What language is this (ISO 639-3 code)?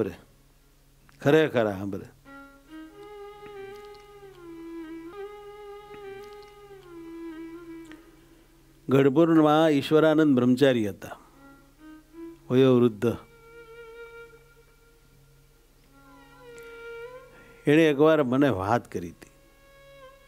guj